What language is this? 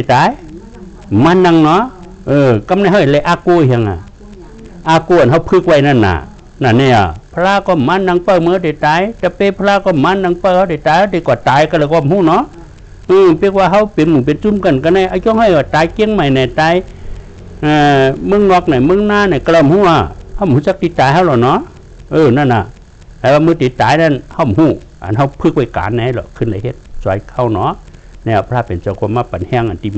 Shan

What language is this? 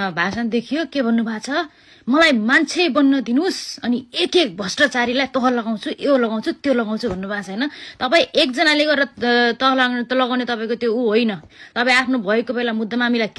Nepali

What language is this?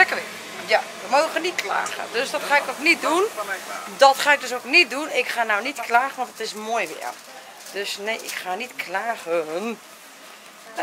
Dutch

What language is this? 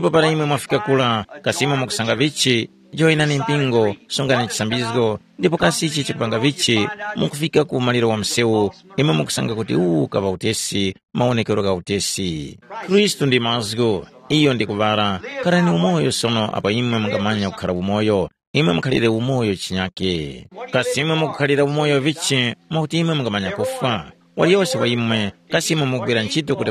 Tumbuka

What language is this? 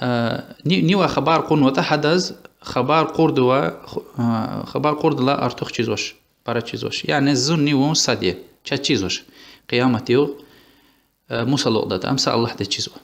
Lezghian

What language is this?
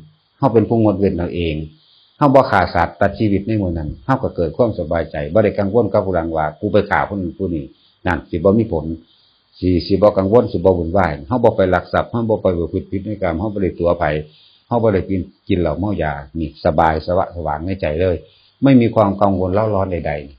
Northeastern Thai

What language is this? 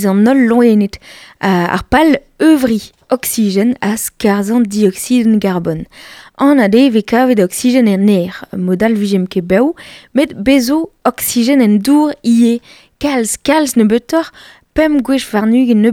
Breton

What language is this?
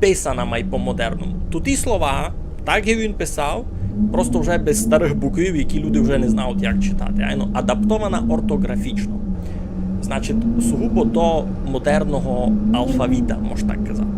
Rusyn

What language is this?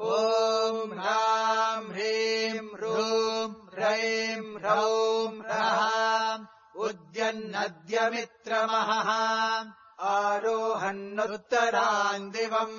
Sanskrit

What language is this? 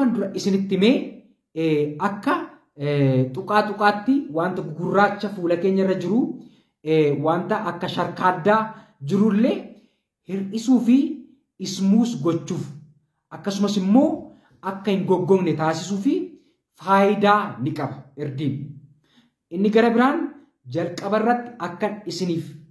Oromo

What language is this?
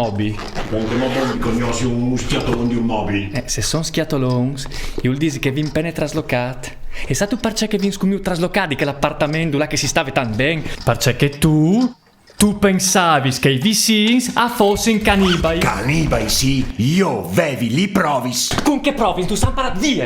Friulian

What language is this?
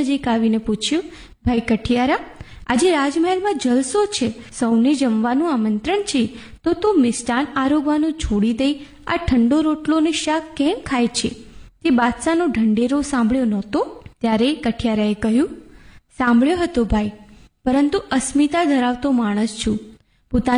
Gujarati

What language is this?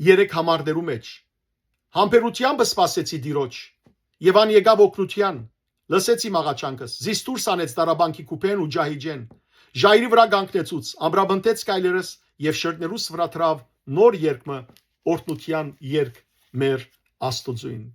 Western Armenian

